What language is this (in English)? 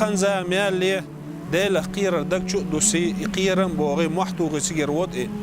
Chechen